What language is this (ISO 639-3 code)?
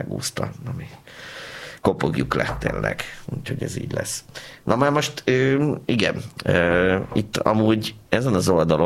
hun